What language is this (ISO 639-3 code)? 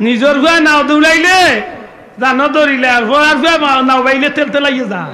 syl